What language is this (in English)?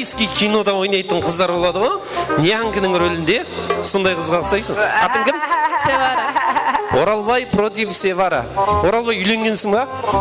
Kara-Kalpak